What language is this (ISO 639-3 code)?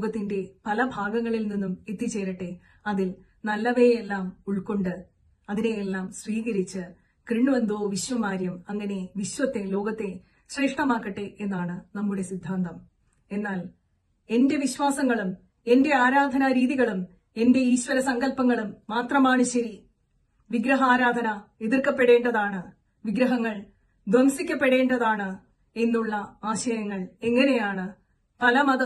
mal